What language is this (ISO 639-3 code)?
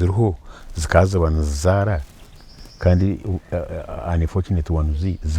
nyn